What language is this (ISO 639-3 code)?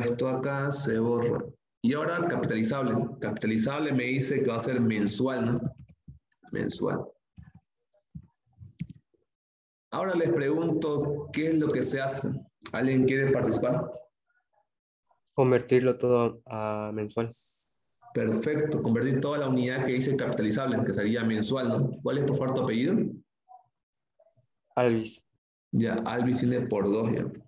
spa